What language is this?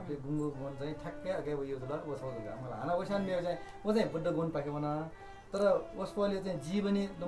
Newari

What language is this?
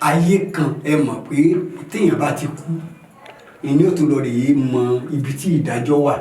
Yoruba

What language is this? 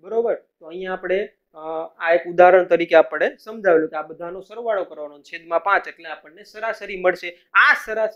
Gujarati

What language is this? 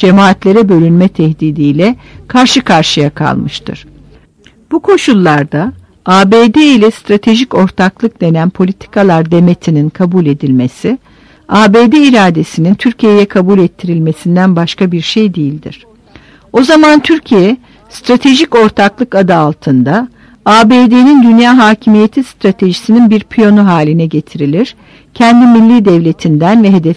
Turkish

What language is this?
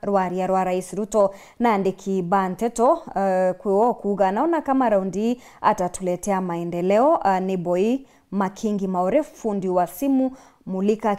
Meru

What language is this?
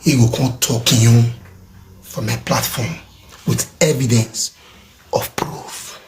Nigerian Pidgin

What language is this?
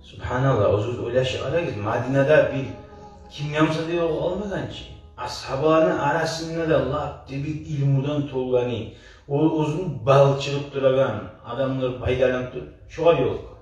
Kumyk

